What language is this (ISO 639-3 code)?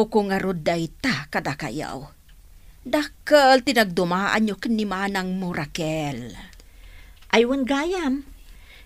ilo